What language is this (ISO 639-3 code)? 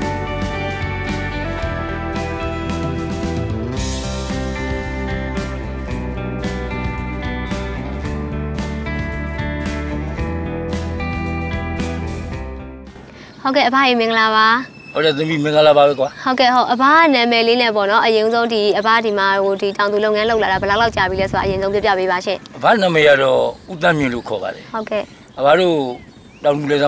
mya